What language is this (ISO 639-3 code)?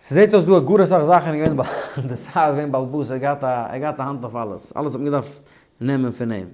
yid